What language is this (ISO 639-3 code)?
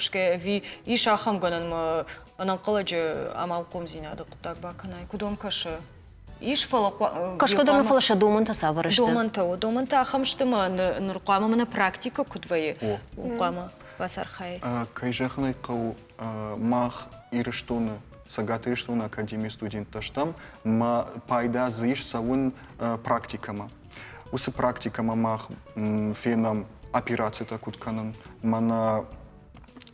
oss